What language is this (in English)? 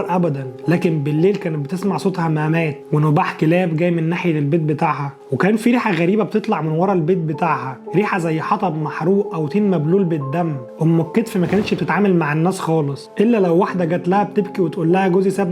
Egyptian Arabic